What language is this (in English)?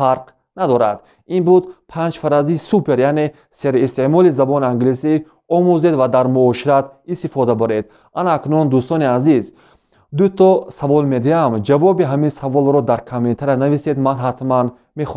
Tajik